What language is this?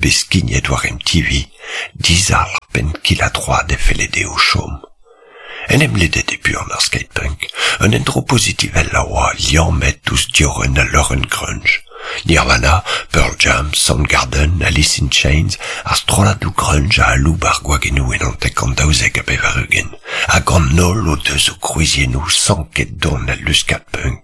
Breton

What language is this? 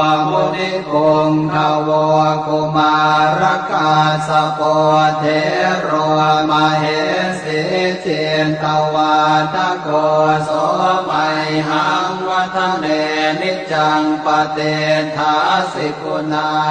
Pali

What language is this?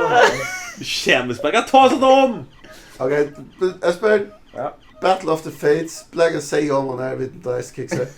Faroese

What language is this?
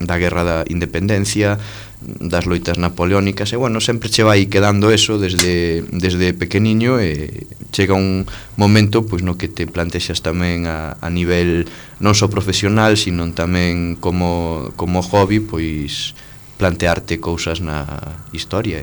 Galician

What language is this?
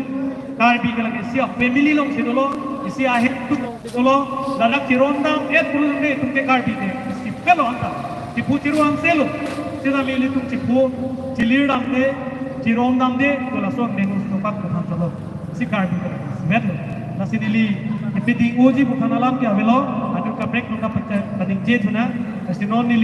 Karbi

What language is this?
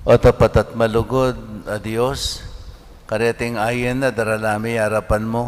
Pampanga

